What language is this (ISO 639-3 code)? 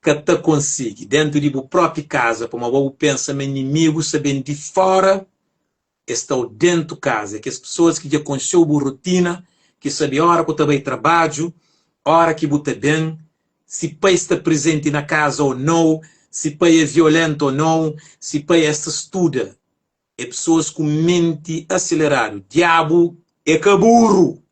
kea